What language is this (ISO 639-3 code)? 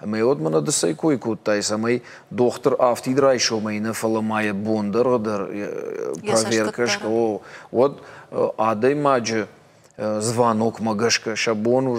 oss